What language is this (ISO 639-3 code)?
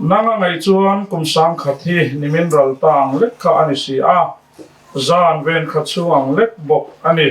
lus